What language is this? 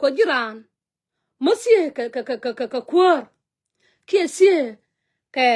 Nuer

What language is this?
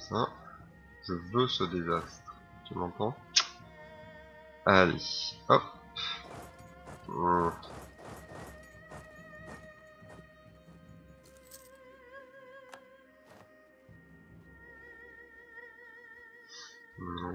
French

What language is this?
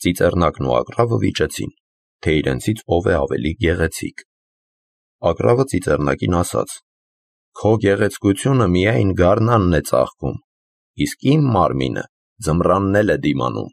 Armenian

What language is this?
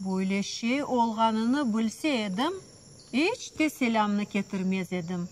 Crimean Tatar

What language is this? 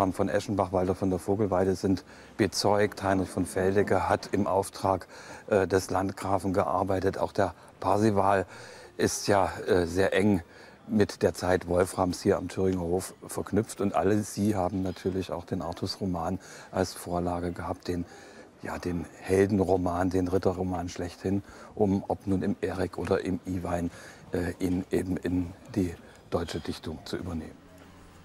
German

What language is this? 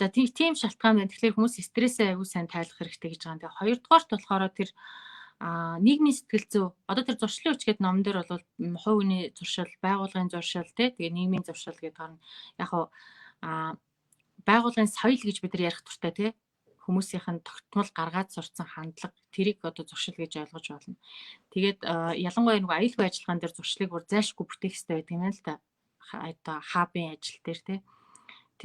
Mongolian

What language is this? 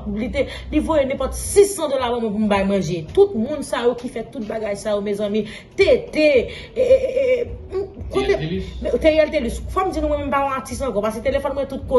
Haitian Creole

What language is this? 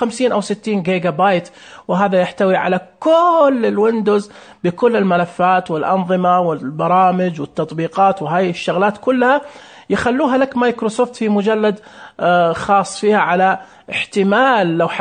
Najdi Arabic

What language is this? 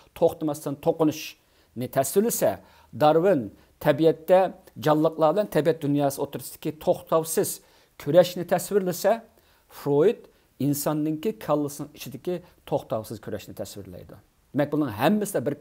Uyghur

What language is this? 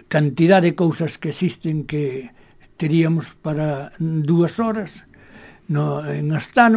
Galician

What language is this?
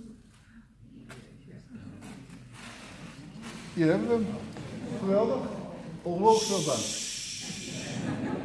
Dutch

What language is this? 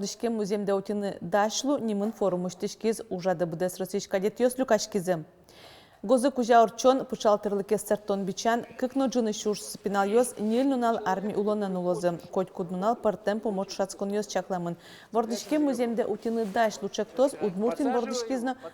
Udmurt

